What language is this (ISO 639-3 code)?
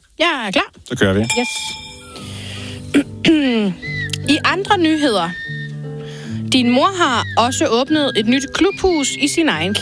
dan